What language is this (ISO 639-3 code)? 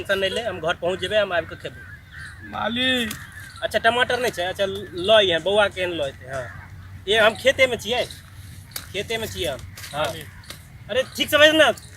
mai